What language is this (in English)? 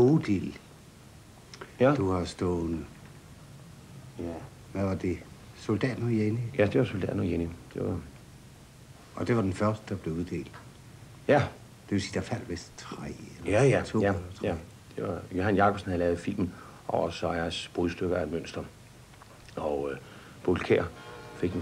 Danish